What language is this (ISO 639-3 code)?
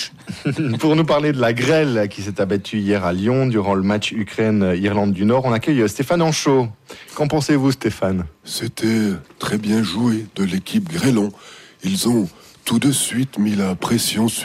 fra